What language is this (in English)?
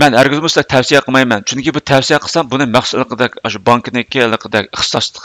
Uyghur